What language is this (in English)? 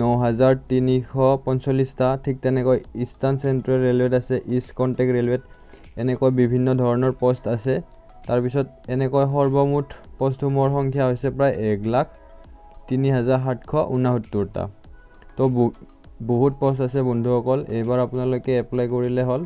Assamese